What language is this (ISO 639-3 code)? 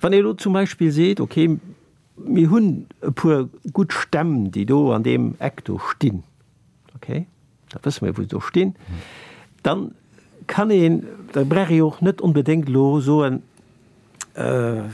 ltz